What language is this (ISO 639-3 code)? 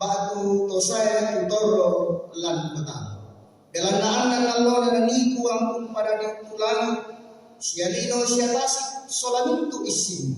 sda